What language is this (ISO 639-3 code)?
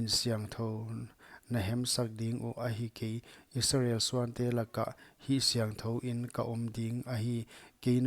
pck